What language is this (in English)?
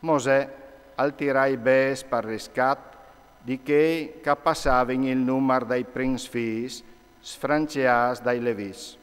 Friulian